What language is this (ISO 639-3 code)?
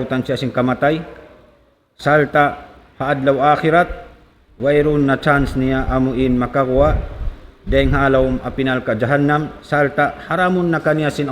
tsg